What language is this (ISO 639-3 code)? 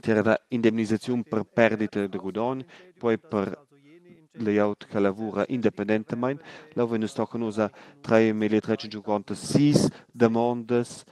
roh